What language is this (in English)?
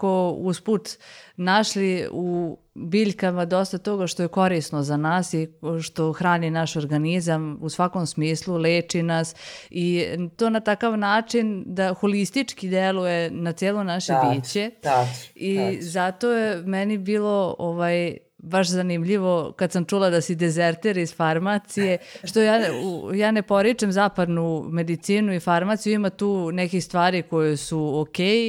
Croatian